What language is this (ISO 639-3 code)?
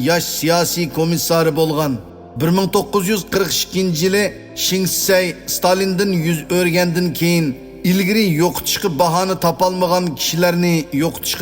uig